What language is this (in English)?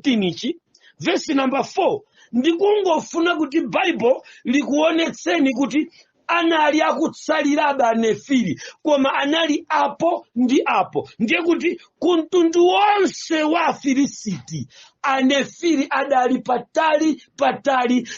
Nyanja